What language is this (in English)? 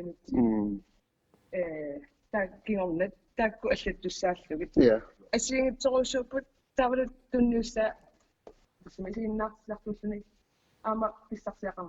Kalaallisut